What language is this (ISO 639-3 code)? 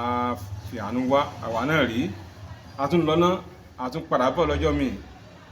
yor